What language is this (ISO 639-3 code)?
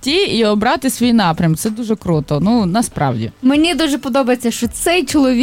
ukr